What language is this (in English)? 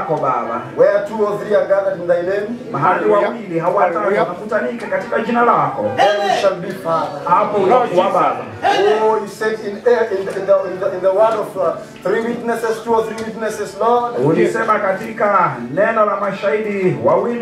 Swahili